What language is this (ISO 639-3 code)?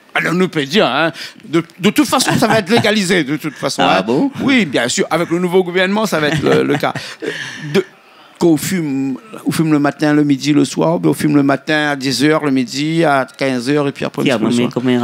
rcf